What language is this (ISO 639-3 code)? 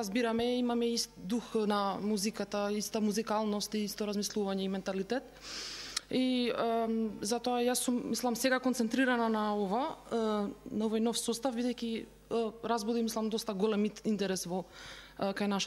mkd